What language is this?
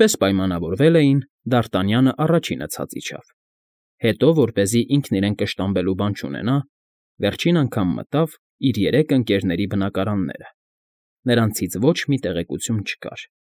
Armenian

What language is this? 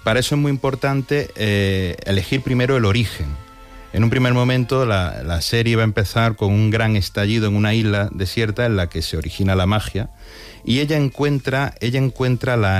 Spanish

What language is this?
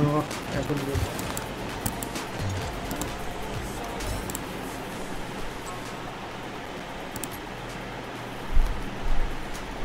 Tamil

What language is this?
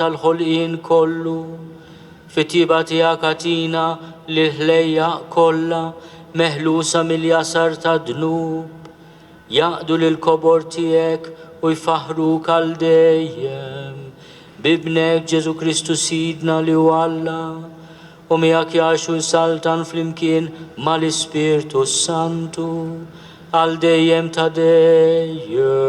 Maltese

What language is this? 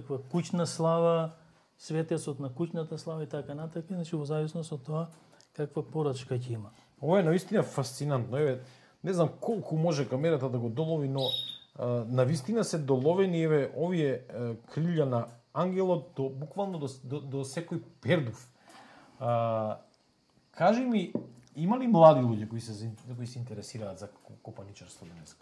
Macedonian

